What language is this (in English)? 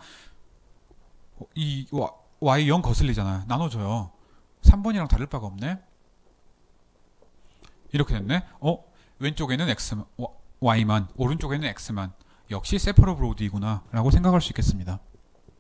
Korean